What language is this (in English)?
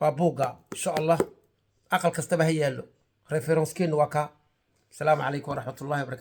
Somali